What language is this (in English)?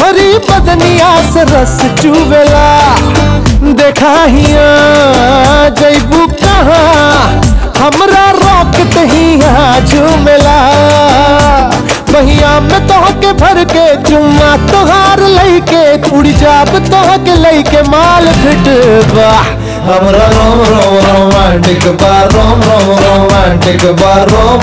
Bhojpuri